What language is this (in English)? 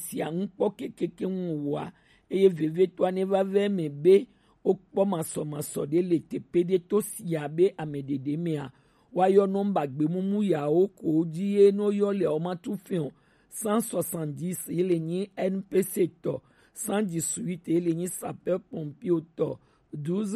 Gen